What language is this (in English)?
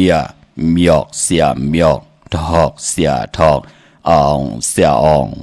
Shan